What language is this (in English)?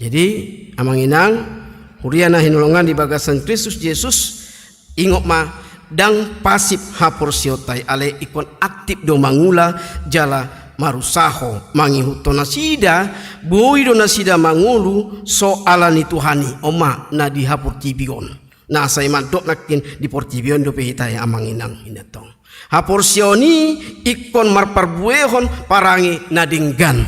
Batak Toba